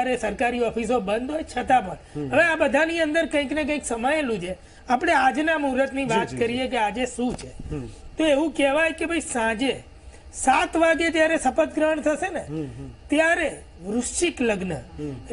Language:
Gujarati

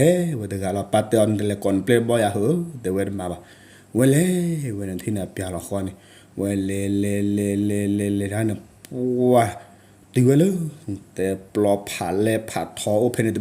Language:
S'gaw Karen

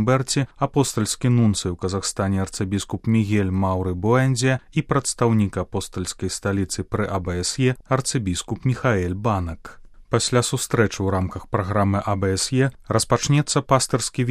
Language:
Belarusian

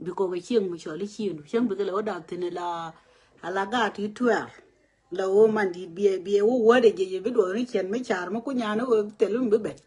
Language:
Nuer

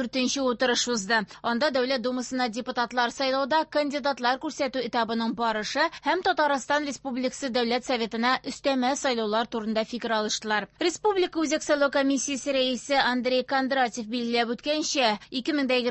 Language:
Tatar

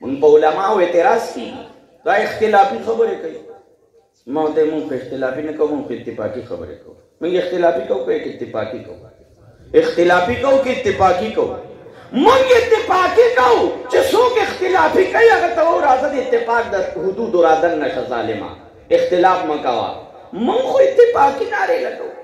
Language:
Pashto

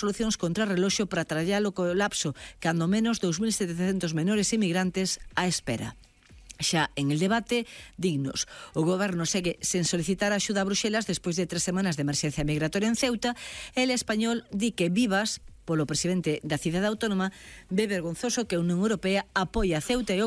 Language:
Galician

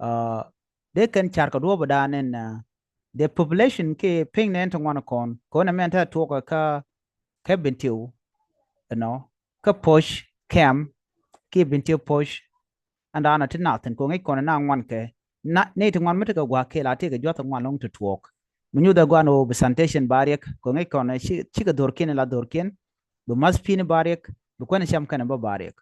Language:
Nuer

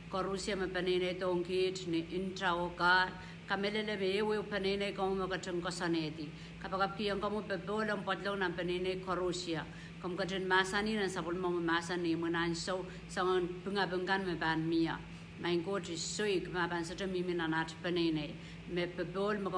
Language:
Pohnpeian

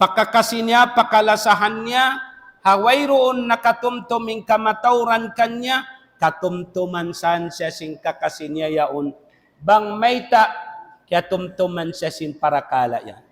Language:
Tausug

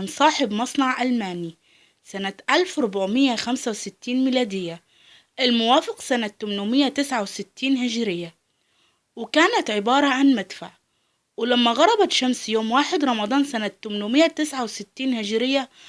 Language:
Egyptian Arabic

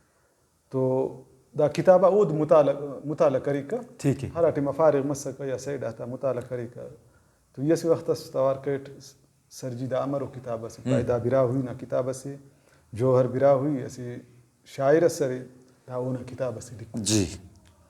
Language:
Brahui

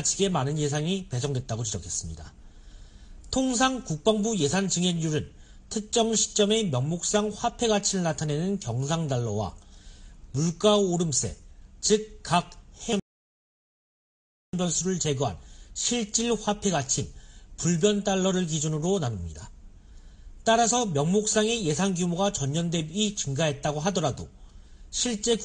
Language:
Korean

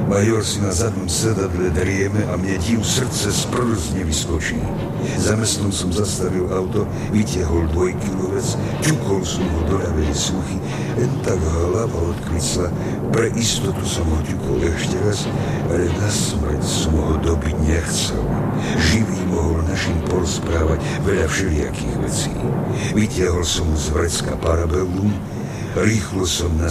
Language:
Slovak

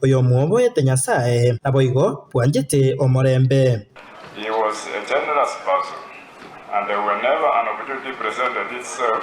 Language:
Gusii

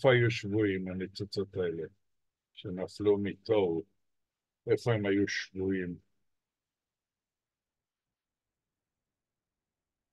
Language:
Hebrew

